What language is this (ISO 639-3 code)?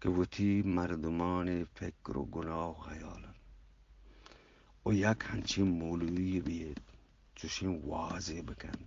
bgp